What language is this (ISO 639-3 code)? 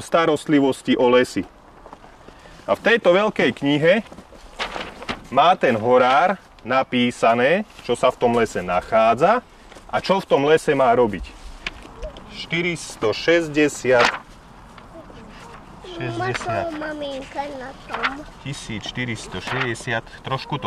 slk